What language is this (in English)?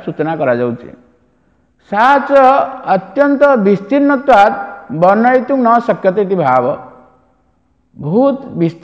Odia